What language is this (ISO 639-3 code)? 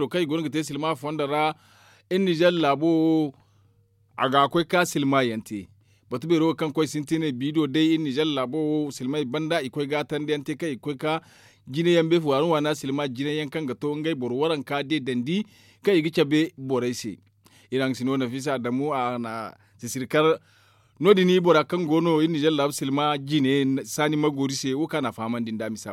dje